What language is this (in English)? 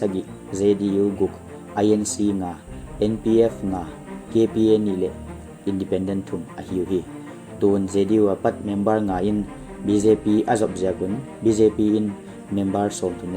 Paite Chin